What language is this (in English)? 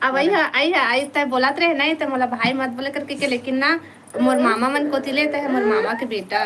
Chhattisgarhi